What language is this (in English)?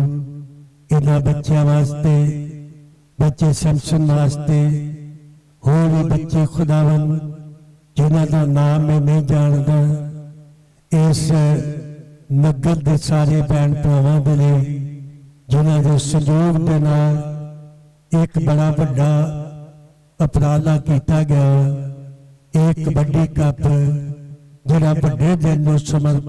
Punjabi